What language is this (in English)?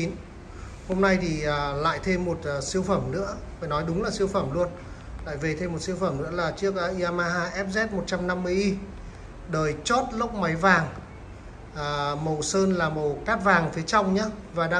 Vietnamese